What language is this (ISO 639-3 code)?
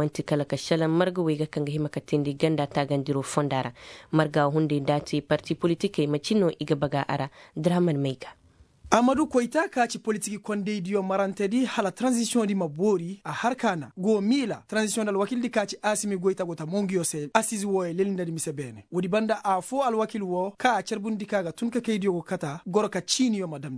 ses